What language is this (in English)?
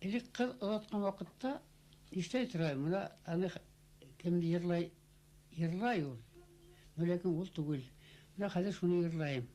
Bashkir